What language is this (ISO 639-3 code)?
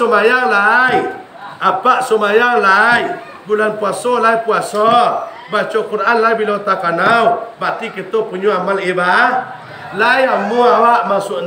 min